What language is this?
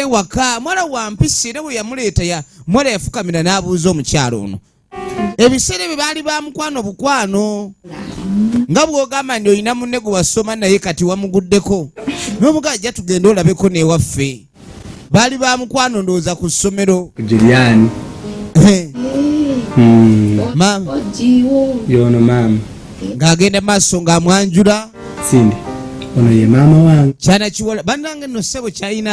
Ganda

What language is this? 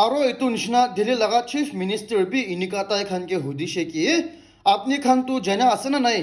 Naga Pidgin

